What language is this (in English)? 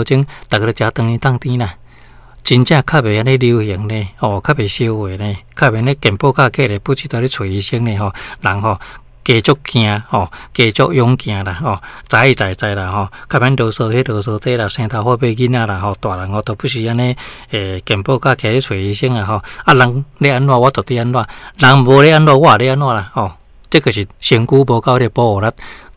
Min Nan Chinese